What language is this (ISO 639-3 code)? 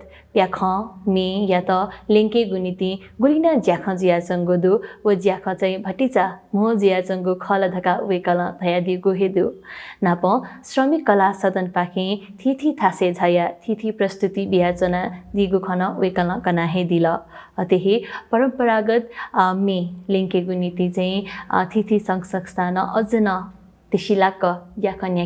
new